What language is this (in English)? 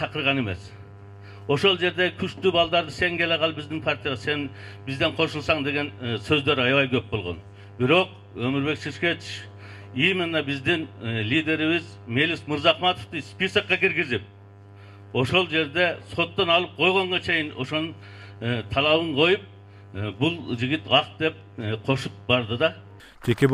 Kyrgyz